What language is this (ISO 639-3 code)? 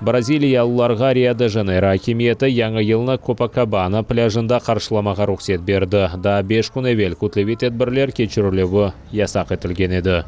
crh